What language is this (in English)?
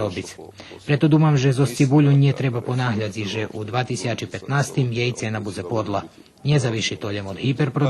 Rusyn